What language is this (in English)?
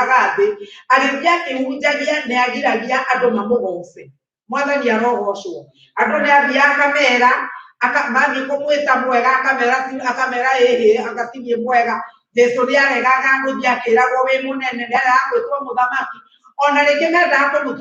Kikuyu